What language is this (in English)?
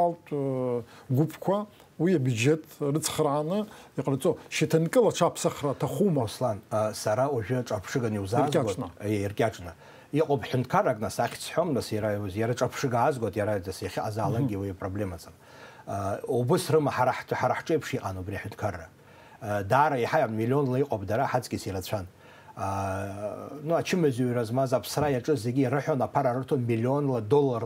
Abkhazian